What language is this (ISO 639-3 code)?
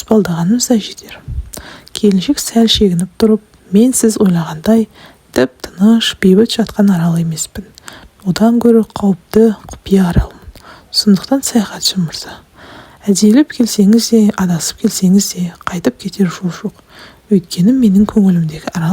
kaz